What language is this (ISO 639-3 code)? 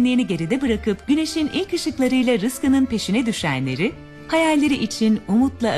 tur